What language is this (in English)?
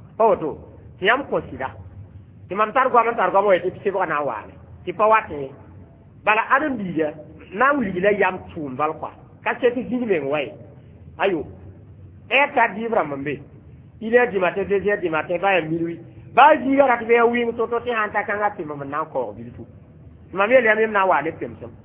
Mossi